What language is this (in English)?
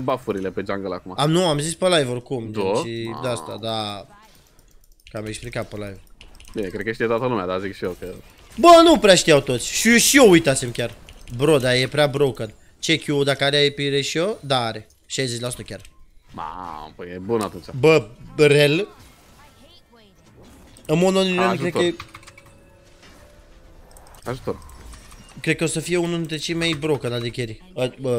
Romanian